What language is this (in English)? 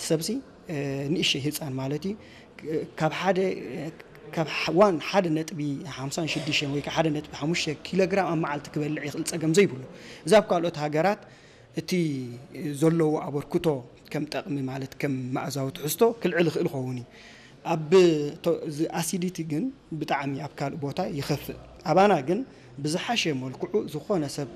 Tigrinya